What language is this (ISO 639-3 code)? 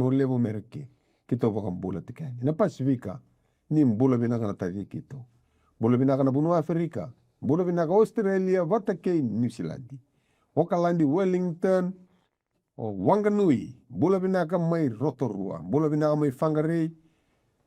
fij